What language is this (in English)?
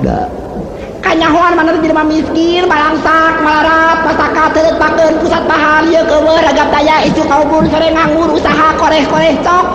Sundanese